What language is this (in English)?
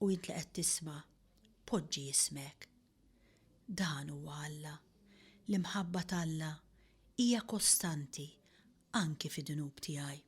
Maltese